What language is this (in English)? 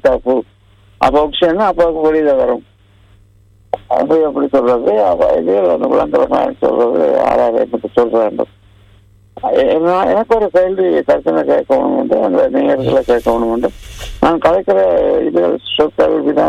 Tamil